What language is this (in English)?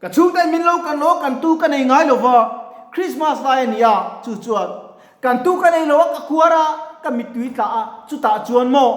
Mizo